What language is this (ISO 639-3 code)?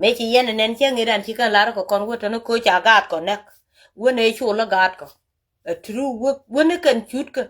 nus